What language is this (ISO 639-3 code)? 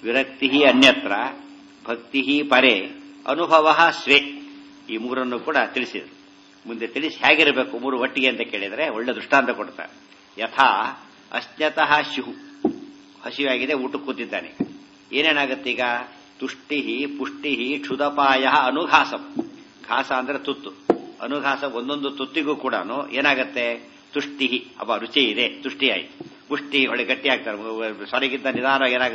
kan